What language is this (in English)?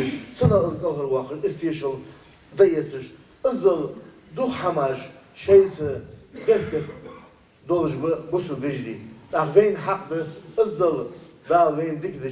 Ingush